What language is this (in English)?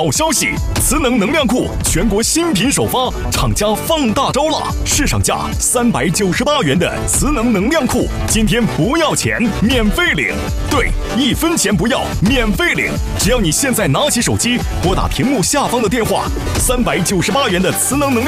Chinese